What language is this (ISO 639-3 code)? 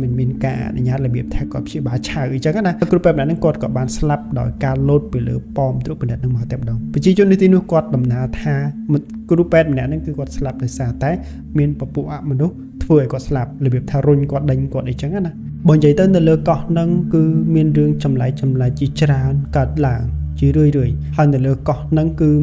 khm